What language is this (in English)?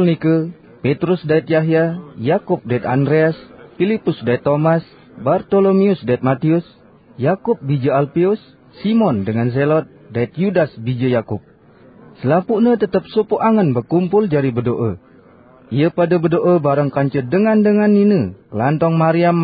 Sasak